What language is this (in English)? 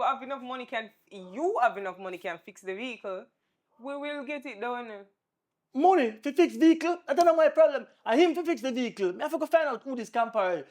Jamaican Creole English